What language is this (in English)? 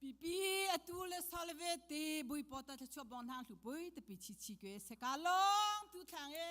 Hakha Chin